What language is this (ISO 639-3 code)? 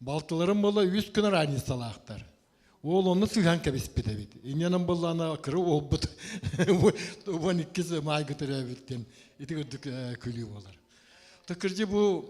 sah